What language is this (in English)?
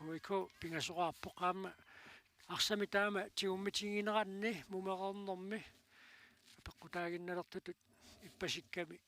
Kalaallisut